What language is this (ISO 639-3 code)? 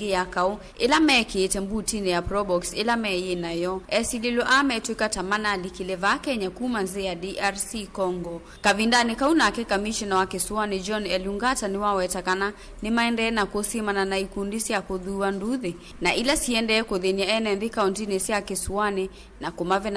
kam